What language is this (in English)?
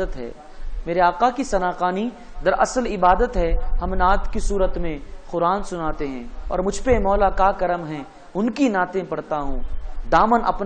Urdu